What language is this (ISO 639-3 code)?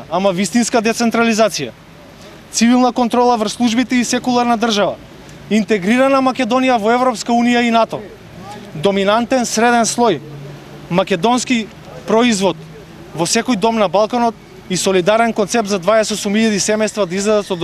mkd